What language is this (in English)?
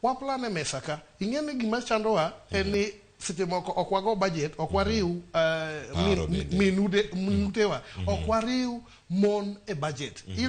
Luo (Kenya and Tanzania)